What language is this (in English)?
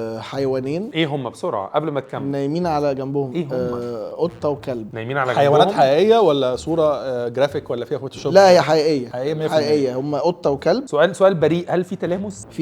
Egyptian Arabic